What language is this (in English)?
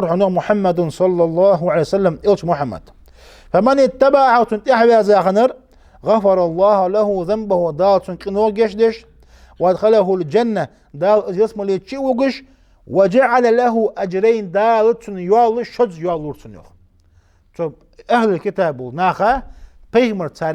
Ingush